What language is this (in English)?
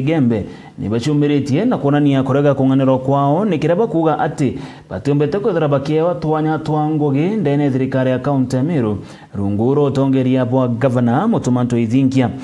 Meru